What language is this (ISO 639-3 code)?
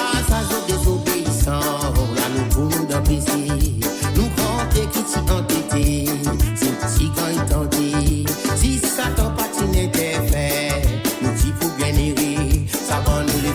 mfe